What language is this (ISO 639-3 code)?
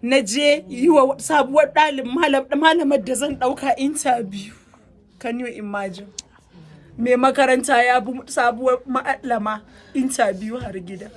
hau